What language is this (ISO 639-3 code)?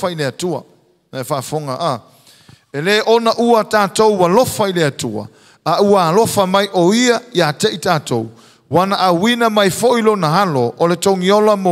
smo